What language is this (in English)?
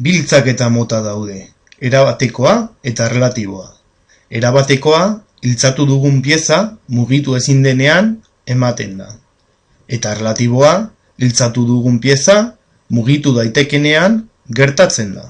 Basque